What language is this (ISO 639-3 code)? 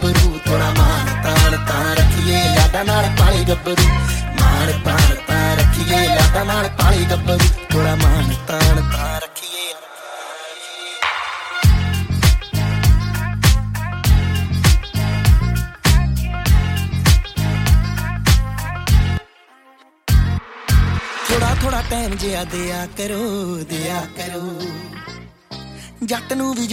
pan